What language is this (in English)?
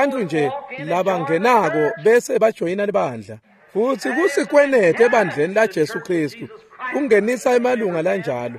Swati